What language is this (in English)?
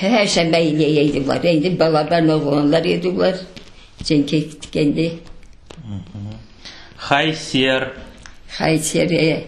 Crimean Tatar